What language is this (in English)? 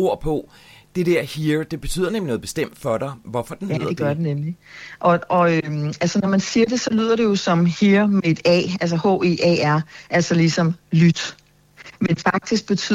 Danish